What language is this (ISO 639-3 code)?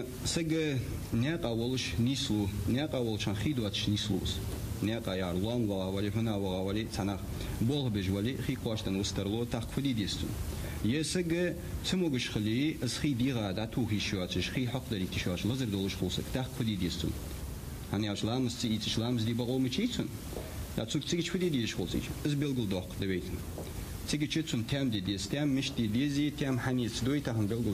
inh